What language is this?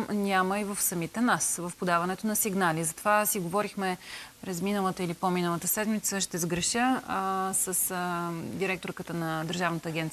Bulgarian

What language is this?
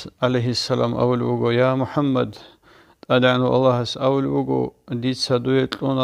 Avaric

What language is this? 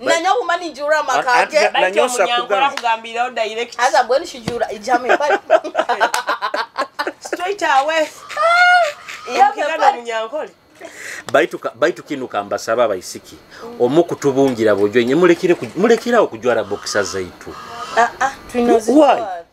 Nyoro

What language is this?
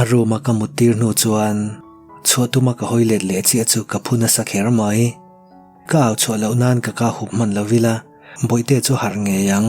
Mizo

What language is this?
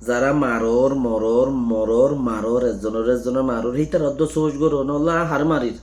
Rohingya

